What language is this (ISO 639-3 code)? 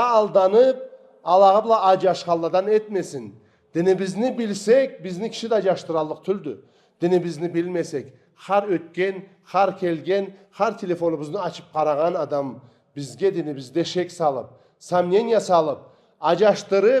krc